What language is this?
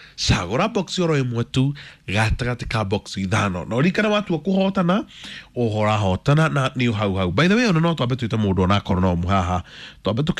Kikuyu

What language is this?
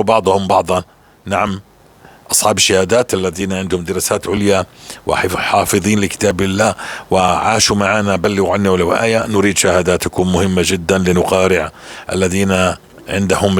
North Levantine Arabic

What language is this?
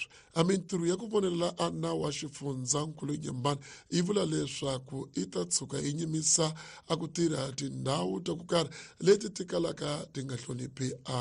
Tsonga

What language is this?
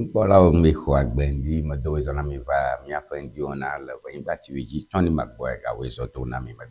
Ewe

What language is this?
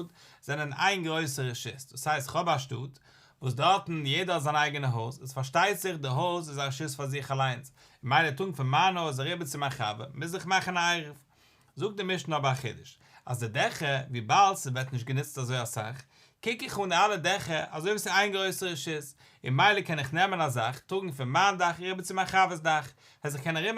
Yiddish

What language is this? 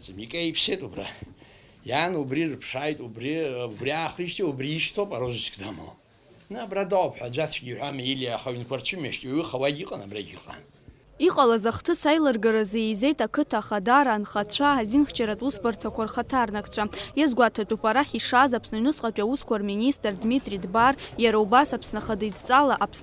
Abkhazian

